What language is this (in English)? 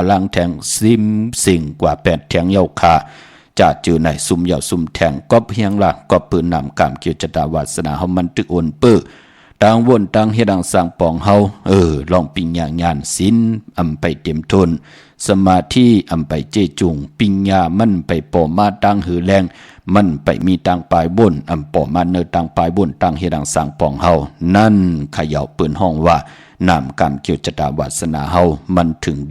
Shan